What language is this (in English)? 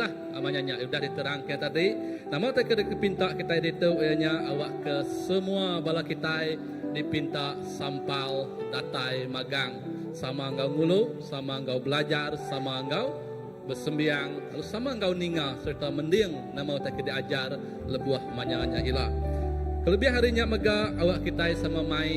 Iban